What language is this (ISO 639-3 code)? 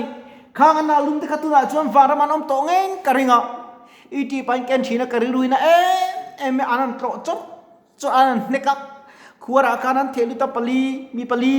lus